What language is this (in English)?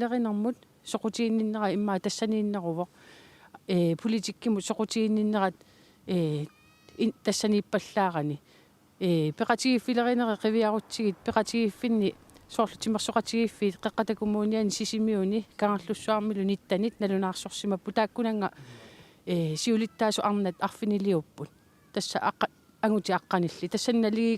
Kalaallisut